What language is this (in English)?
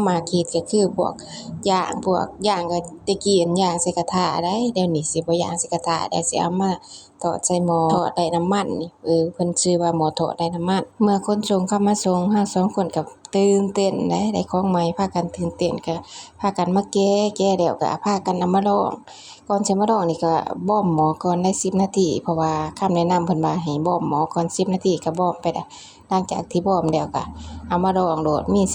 Lao